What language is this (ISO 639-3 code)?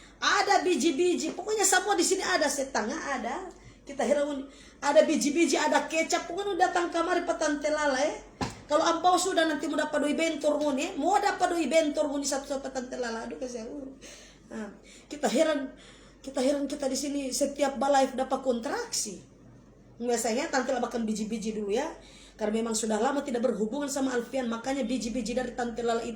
xmm